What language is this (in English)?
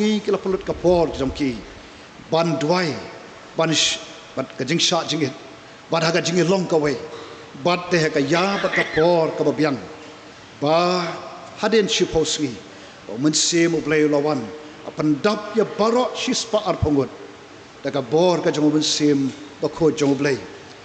Khasi